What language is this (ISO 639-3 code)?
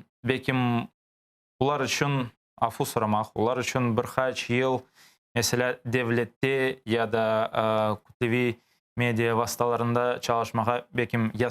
crh